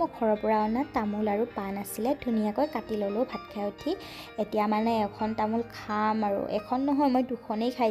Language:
Assamese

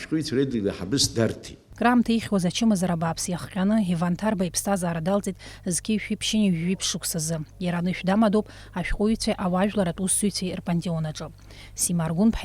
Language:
Abkhazian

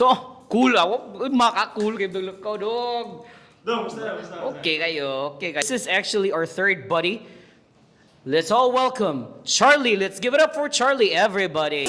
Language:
Cebuano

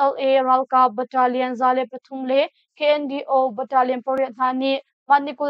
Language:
Hakha Chin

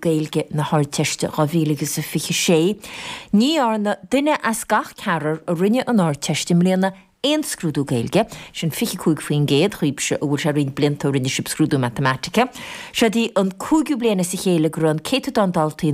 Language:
Irish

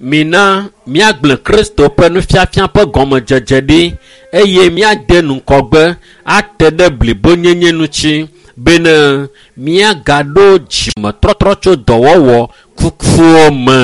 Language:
Ewe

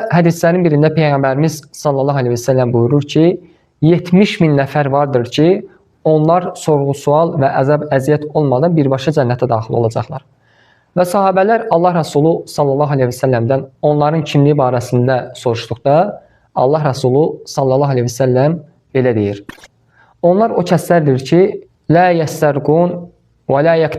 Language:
Azerbaijani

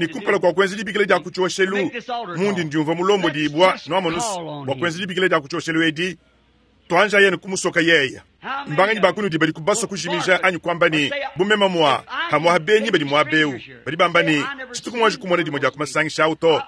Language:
Luba-Lulua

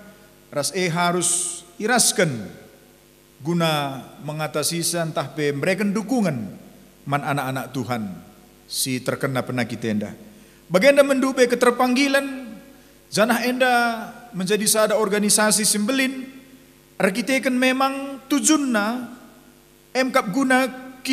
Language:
Batak Karo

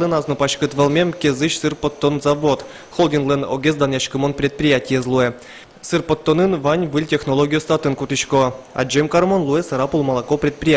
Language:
Udmurt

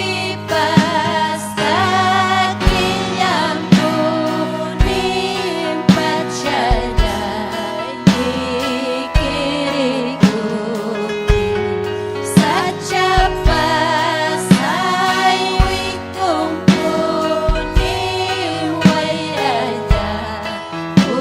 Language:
Ayacucho Quechua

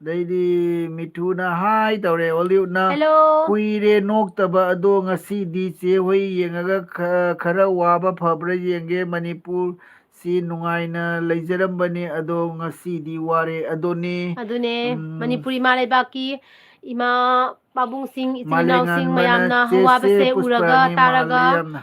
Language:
Manipuri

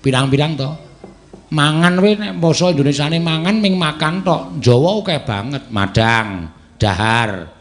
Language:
Javanese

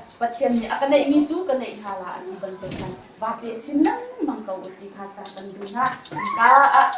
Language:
Hakha Chin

